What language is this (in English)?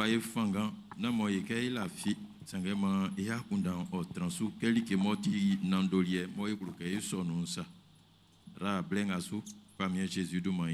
Baoulé